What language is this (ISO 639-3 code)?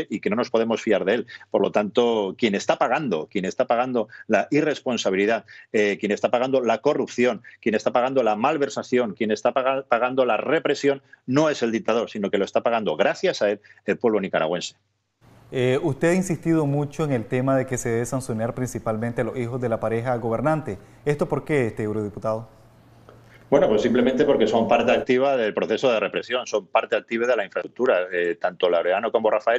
spa